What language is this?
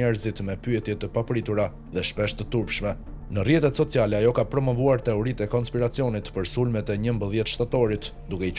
Albanian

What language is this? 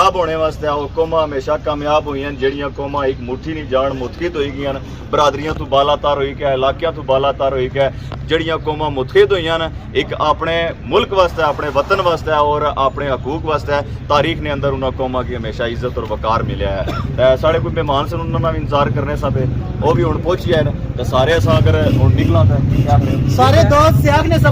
Pahari-Potwari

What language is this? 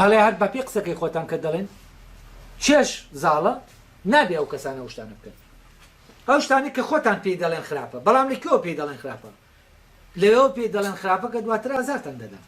Central Kurdish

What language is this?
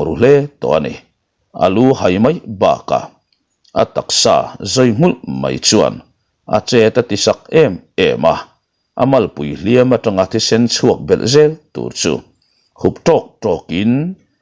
Mizo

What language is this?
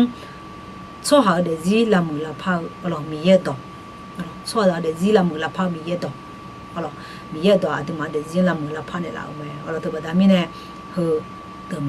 Akha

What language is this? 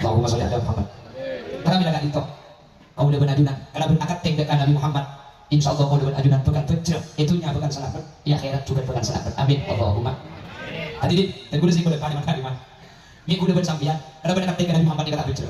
Madurese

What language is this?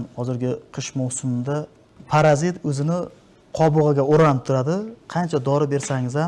Uzbek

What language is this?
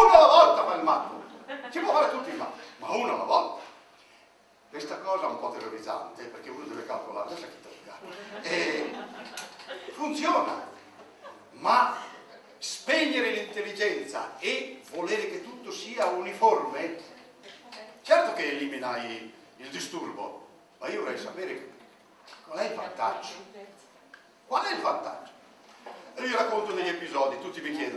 Italian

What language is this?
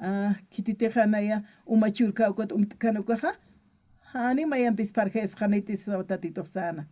Aymara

